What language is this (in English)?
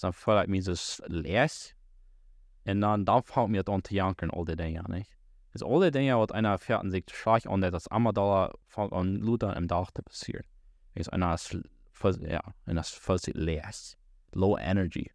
Plautdietsch